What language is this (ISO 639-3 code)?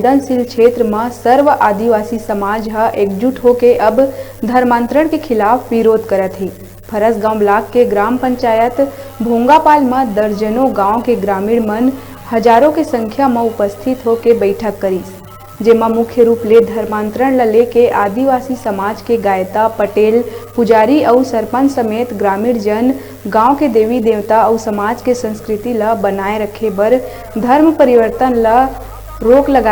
hne